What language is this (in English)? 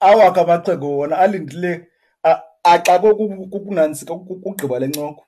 Xhosa